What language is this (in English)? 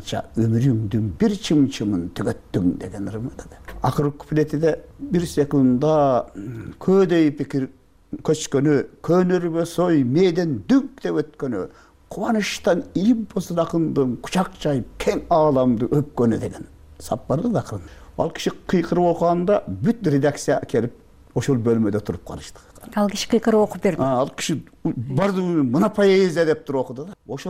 Kyrgyz